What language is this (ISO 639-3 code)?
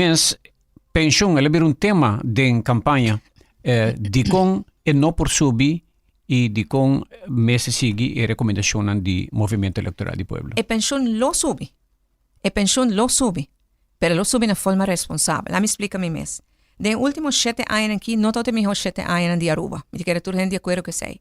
pap